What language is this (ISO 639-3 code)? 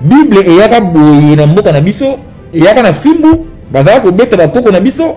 lin